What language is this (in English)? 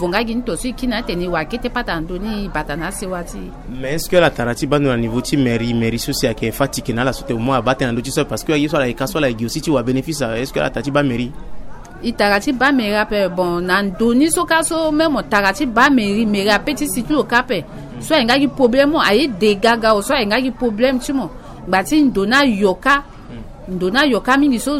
Sango